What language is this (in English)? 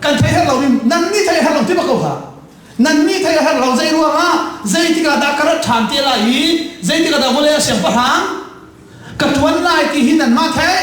Hakha Chin